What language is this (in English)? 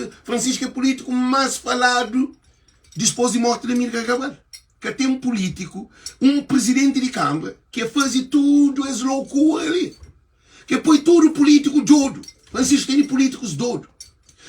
Kabuverdianu